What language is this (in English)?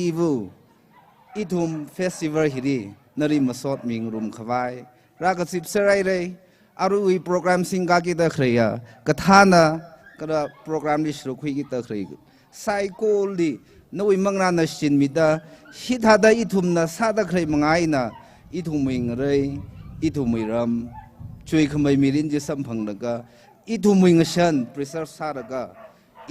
Tangkhul Naga (India)